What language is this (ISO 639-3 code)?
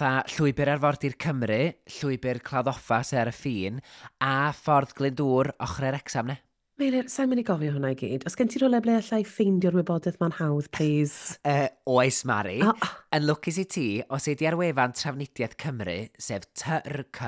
cym